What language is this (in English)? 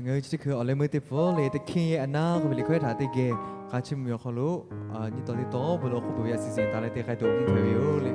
Lahu